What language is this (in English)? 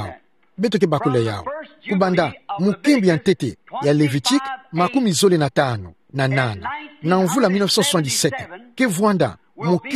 Kituba (Democratic Republic of Congo)